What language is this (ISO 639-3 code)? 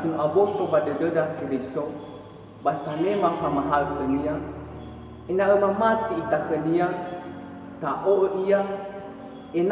nia